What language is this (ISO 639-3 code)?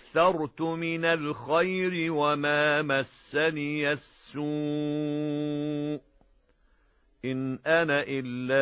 ara